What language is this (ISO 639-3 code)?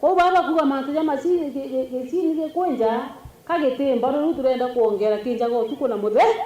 mer